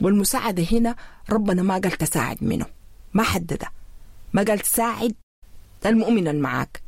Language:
Sudanese Arabic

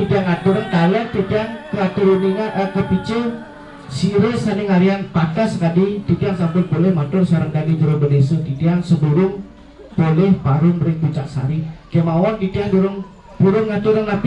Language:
Balinese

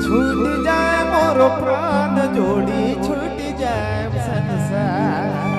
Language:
Sadri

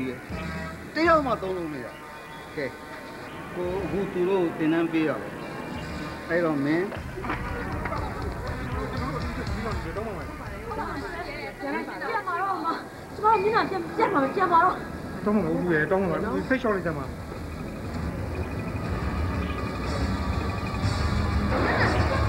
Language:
Burmese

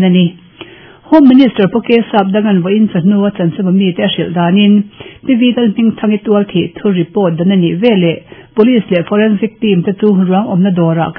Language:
Mizo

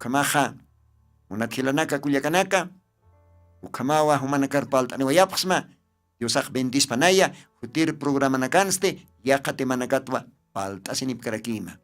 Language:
Aymara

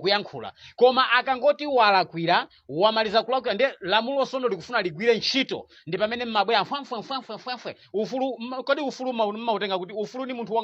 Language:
Nyanja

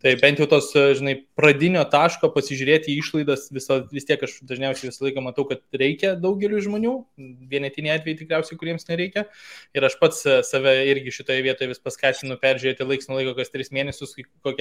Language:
Lithuanian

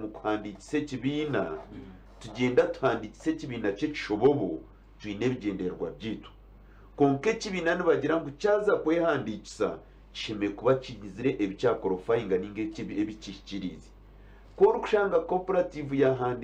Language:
Nyankole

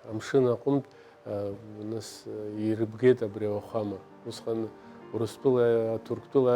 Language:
Abkhazian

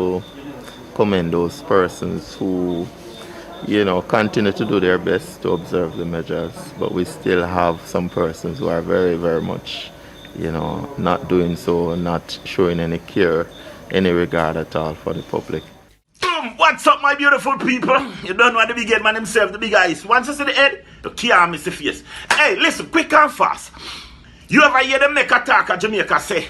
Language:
Jamaican Creole English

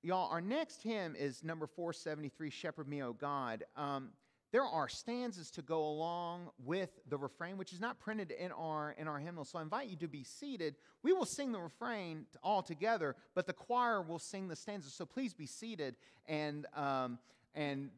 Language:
English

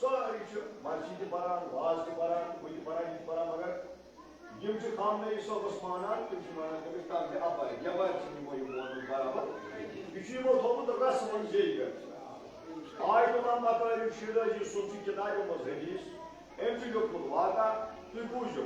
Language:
Kashmiri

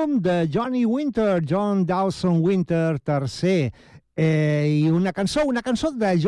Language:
Catalan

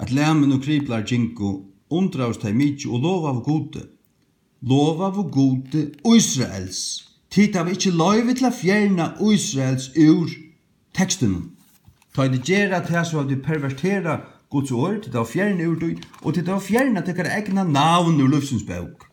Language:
Faroese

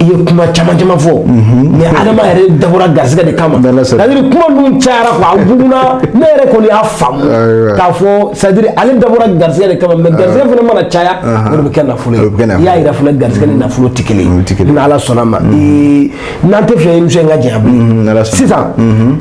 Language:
Bambara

